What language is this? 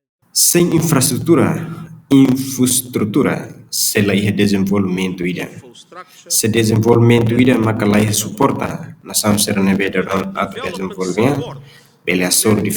Tetum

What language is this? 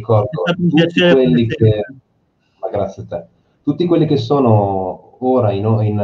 Italian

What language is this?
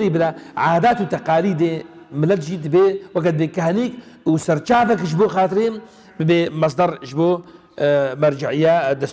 Kurdish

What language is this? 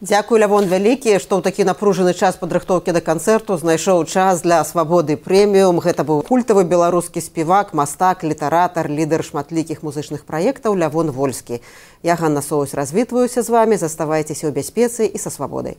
Belarusian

